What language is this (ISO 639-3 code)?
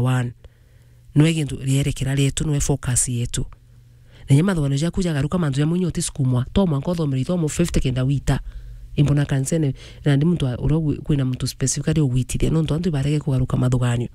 mer